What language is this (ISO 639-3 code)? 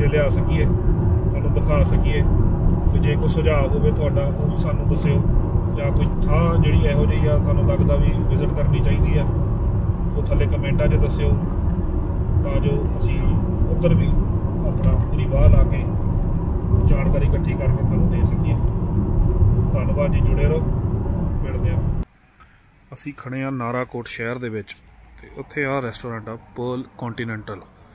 pan